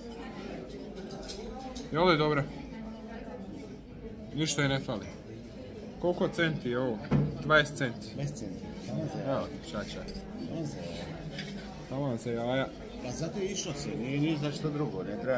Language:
Croatian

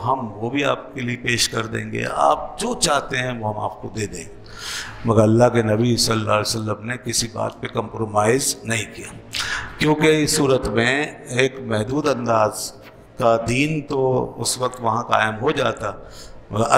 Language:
Urdu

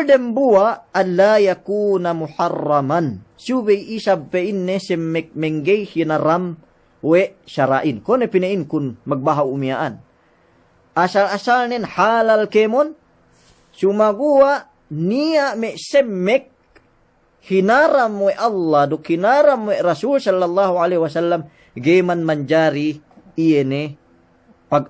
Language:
Yakan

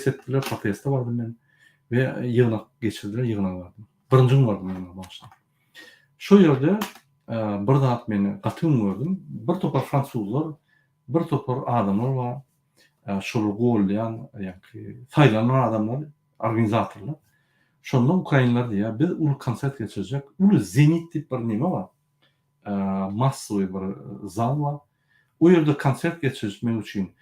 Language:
Turkmen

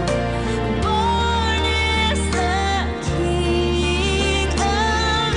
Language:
Batak Karo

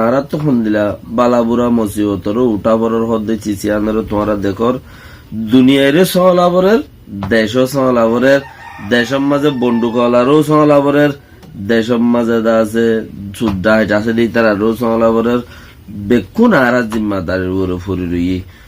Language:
Rohingya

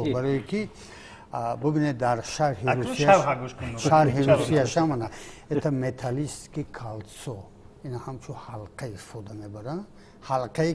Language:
Tajik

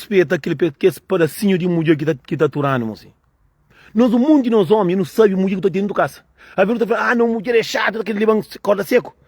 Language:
Kabuverdianu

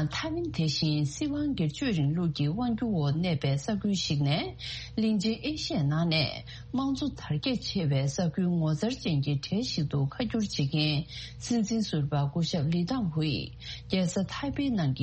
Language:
Tibetan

